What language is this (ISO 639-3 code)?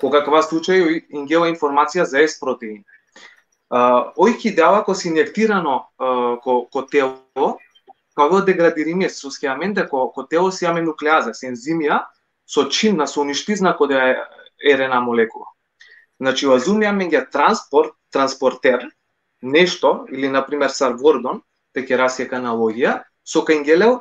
rmn